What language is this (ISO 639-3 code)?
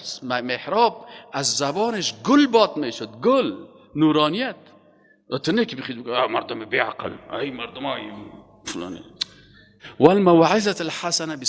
fas